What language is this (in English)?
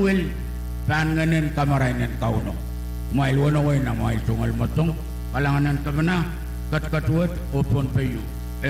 Pohnpeian